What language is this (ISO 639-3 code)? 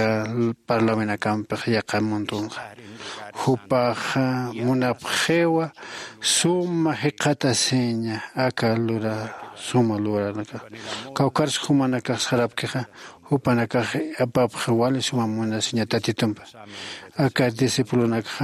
aym